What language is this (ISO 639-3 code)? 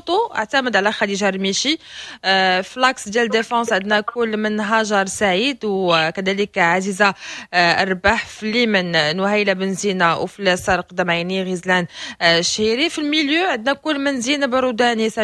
ary